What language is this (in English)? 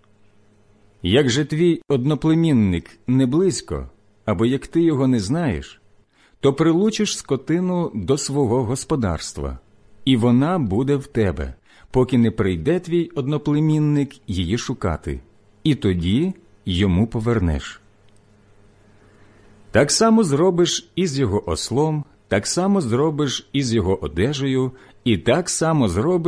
Ukrainian